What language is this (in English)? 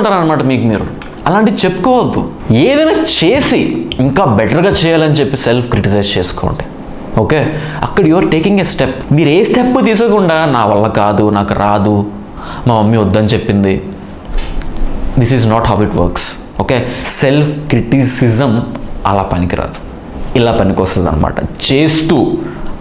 Telugu